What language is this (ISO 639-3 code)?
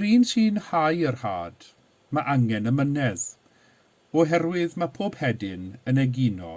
cym